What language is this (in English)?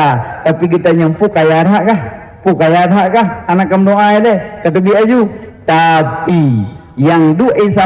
Achinese